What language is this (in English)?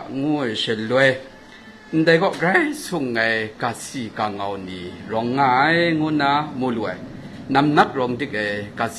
Kachin